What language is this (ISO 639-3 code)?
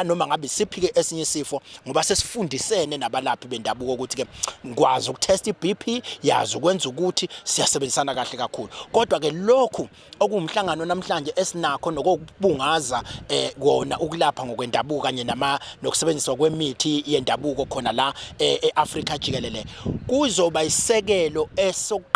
zul